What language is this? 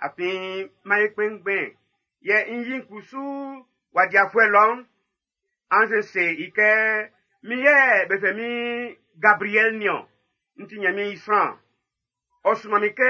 Baoulé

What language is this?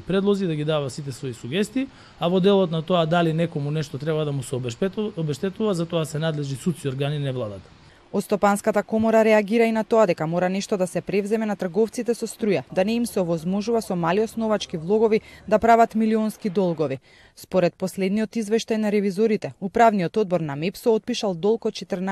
Macedonian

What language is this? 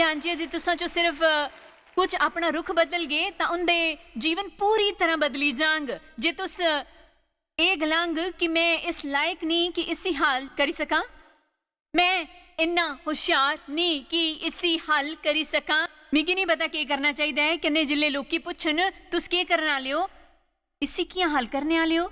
Dogri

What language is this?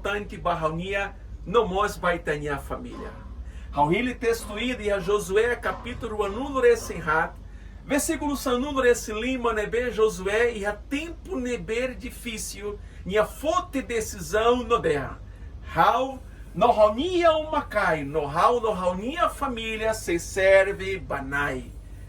Tetum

